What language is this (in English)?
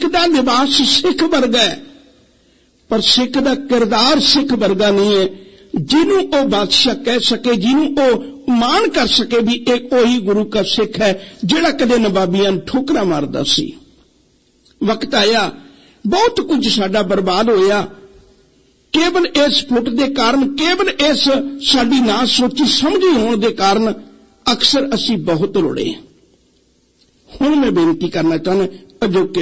Punjabi